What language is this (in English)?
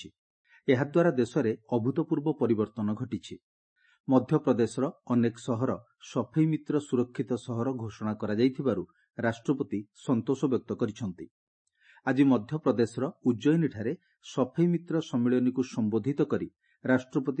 Odia